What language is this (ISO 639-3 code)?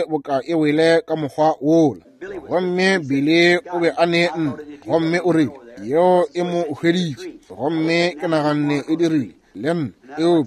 nso